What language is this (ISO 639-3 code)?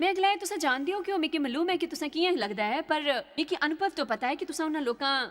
doi